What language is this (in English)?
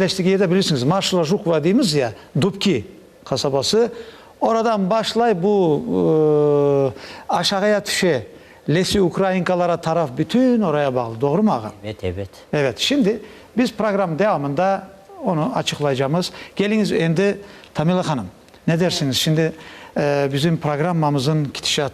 Crimean Tatar